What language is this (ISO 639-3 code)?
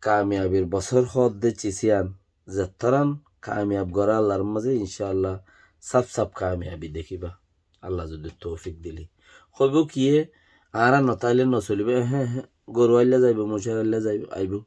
rhg